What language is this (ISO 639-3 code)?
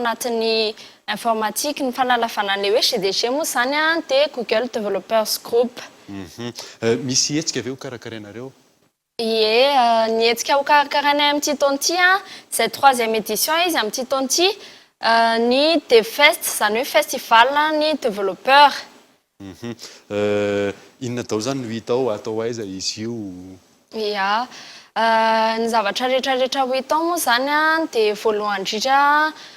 mlg